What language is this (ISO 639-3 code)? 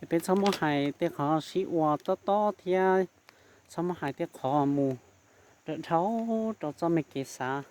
hmn